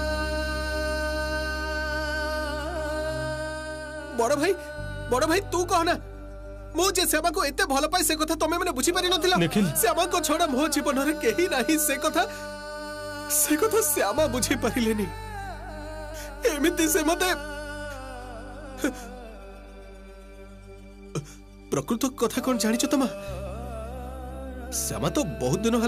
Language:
Odia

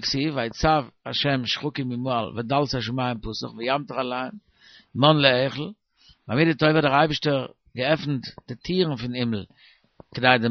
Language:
Yiddish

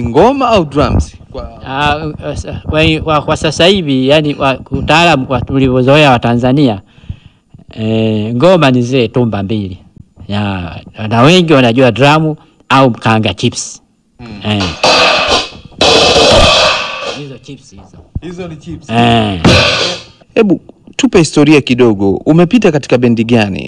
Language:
Swahili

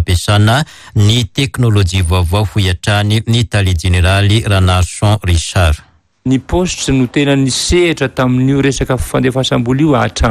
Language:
Malagasy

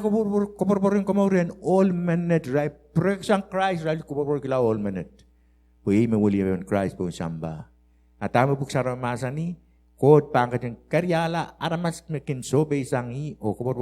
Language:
Pohnpeian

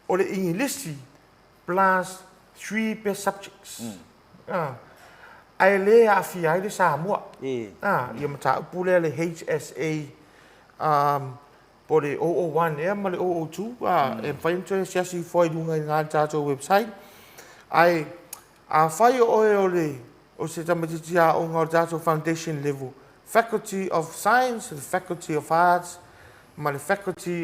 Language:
Samoan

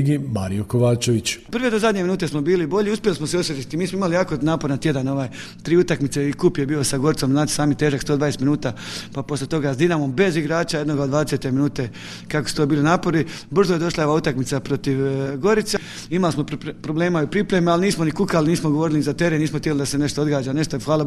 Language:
Croatian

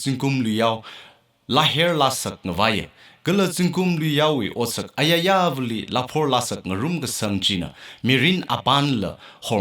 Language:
Tangkhul Naga (India)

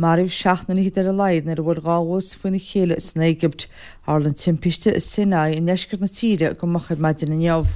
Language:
Irish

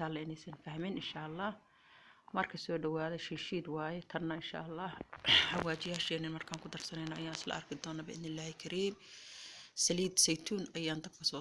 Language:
Somali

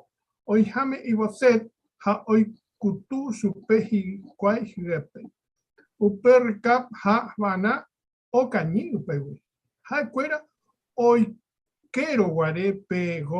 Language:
Guarani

